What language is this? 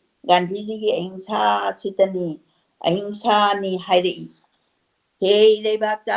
Manipuri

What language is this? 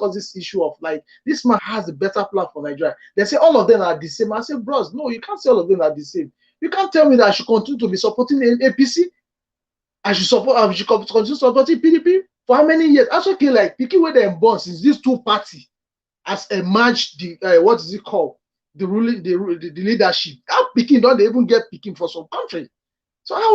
Nigerian Pidgin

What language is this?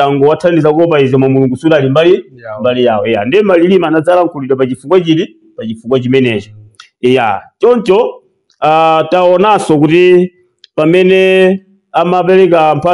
Nyanja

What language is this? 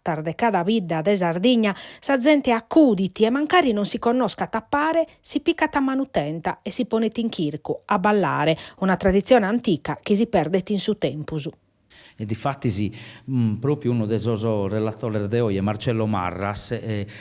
Sardinian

